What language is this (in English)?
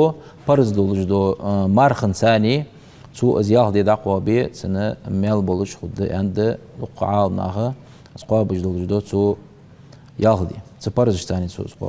Ingush